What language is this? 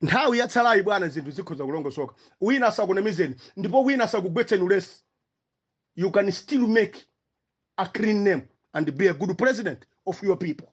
Nyanja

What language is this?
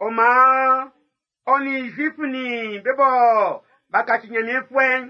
Baoulé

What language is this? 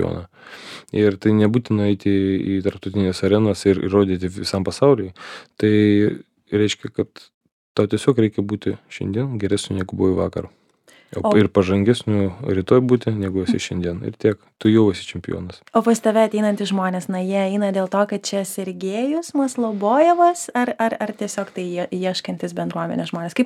Lithuanian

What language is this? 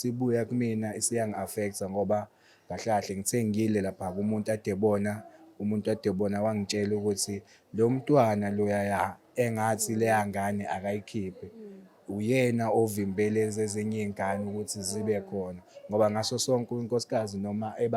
Zulu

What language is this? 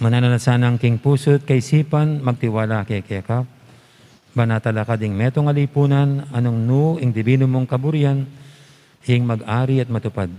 Pampanga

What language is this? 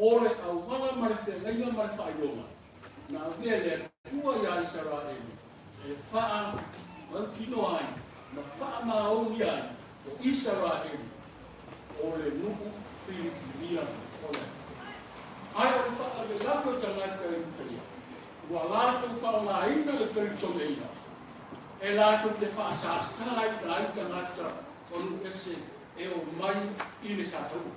Samoan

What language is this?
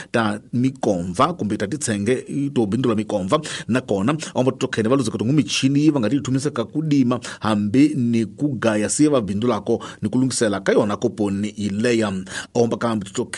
Tsonga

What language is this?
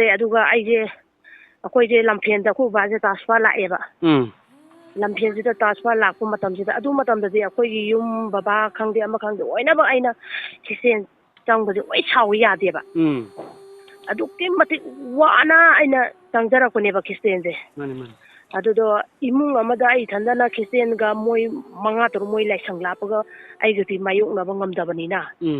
Manipuri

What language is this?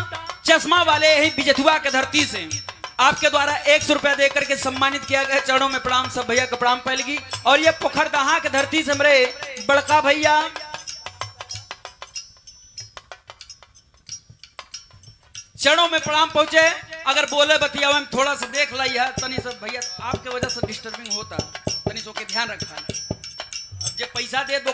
Bhojpuri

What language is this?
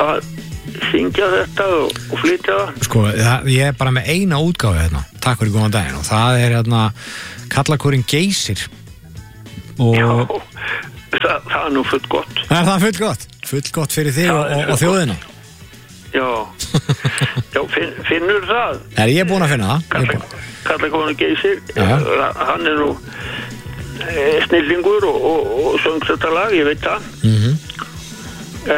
Icelandic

